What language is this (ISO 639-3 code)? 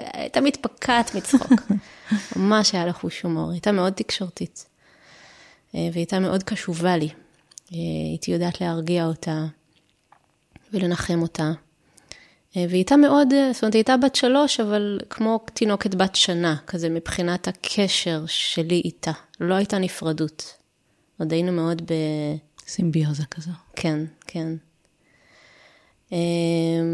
heb